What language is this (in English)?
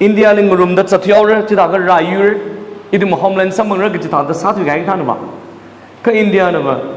Tangkhul Naga (India)